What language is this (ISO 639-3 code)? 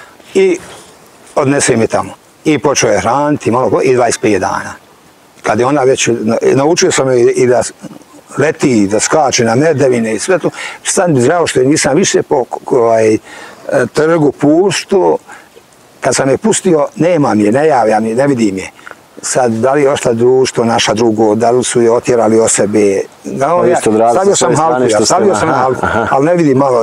bos